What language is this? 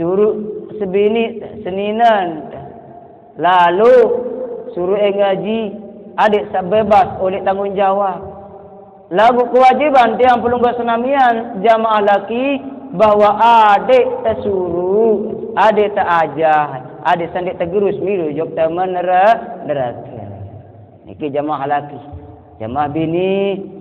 Sasak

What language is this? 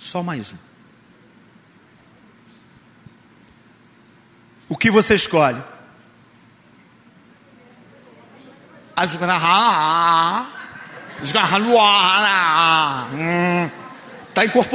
Portuguese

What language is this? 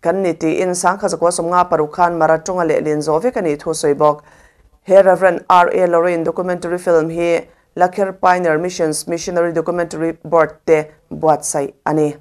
Mizo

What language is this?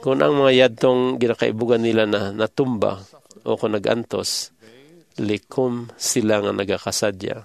Hiligaynon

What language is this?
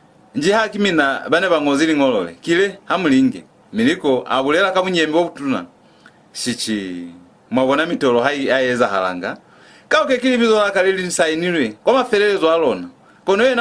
Lozi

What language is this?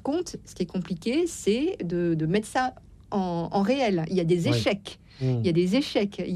French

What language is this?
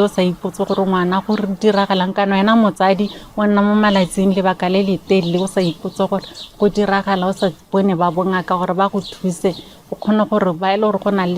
Tswana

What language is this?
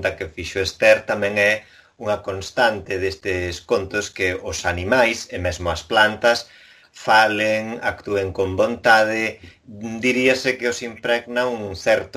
Galician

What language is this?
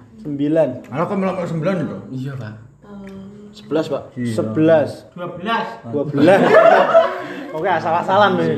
Indonesian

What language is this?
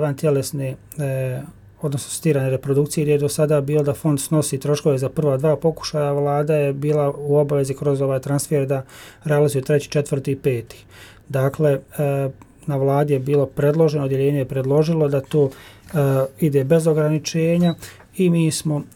Bosnian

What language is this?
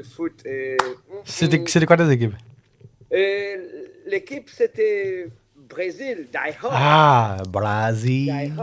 Morisyen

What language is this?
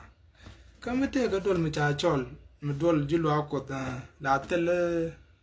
Nuer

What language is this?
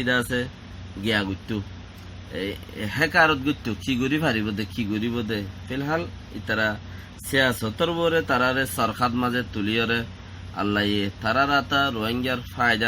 Rohingya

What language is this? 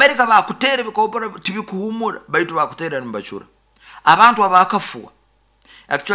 Nyoro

